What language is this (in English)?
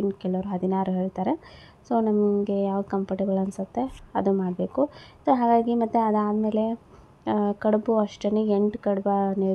Kannada